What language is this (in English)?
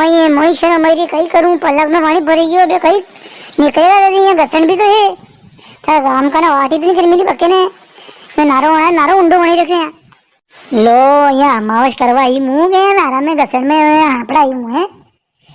Rajasthani